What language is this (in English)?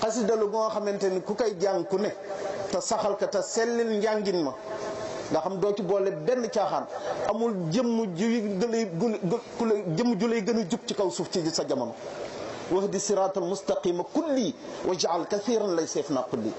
Wolof